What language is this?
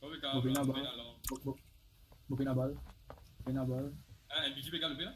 Morisyen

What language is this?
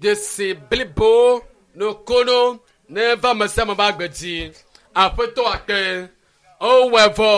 Ewe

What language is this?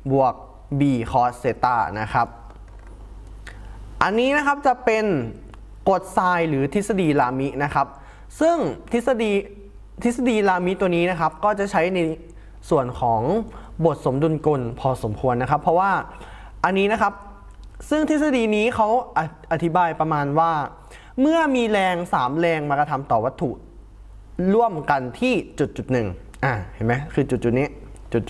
Thai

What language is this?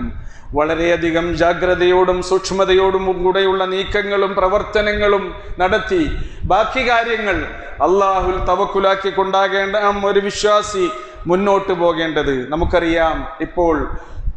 Malayalam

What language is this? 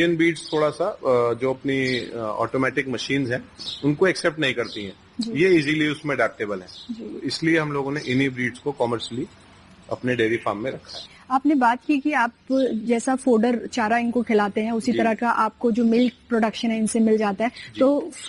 Hindi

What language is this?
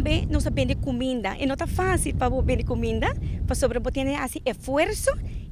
Papiamento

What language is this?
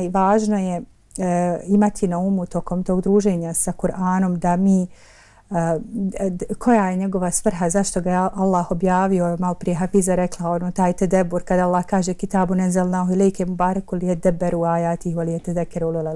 Bosnian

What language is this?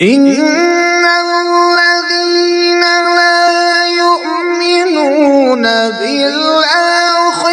Kashmiri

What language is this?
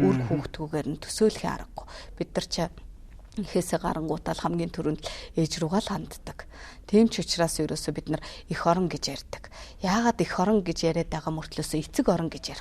Mongolian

